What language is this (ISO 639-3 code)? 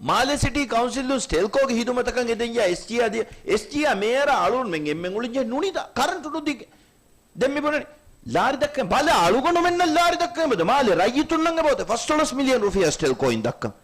div